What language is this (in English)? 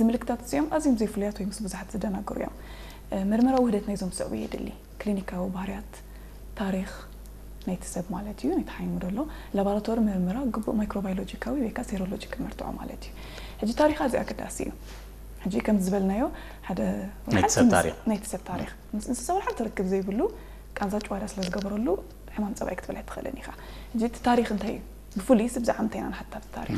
Tigrinya